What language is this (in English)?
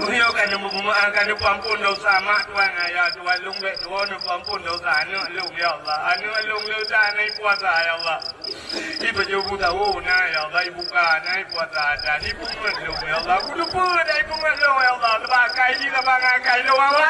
Achinese